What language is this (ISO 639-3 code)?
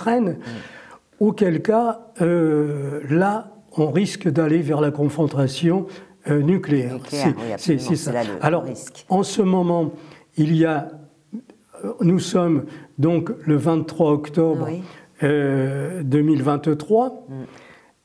fra